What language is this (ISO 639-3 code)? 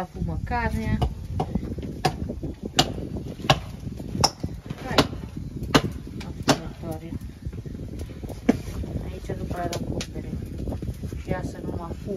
ron